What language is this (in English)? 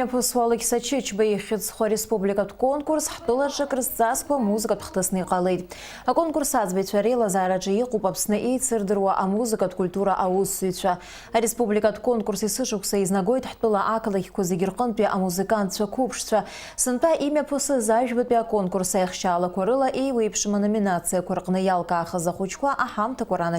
Abkhazian